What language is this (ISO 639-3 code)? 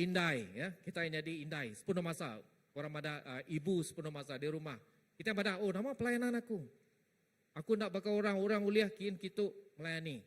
iba